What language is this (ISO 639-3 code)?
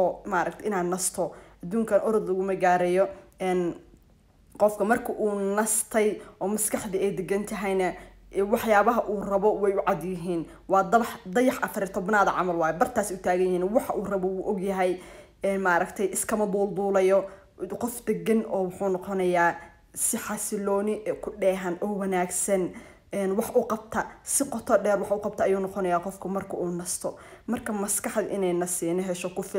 som